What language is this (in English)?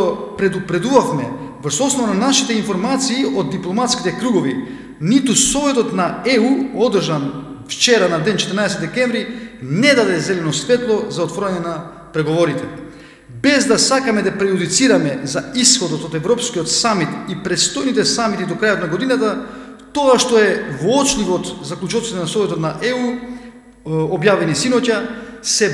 Macedonian